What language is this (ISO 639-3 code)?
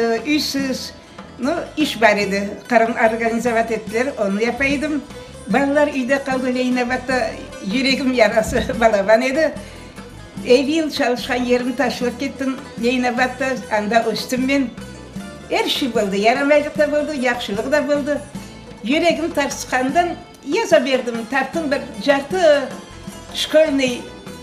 crh